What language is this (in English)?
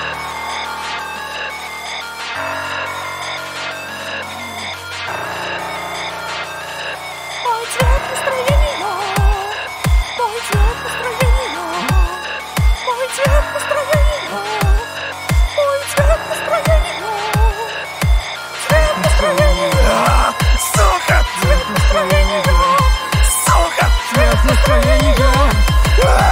Russian